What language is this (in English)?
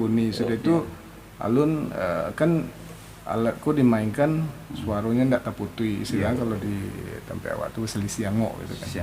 Minangkabau